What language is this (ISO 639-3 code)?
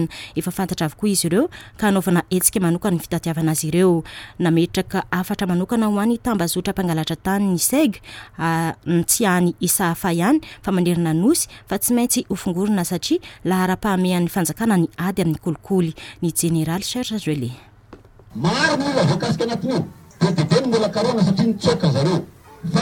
mlg